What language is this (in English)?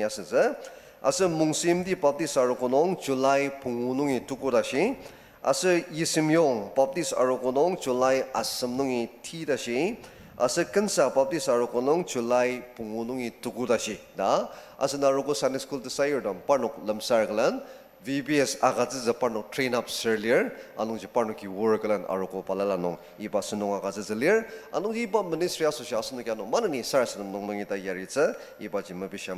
Ao Naga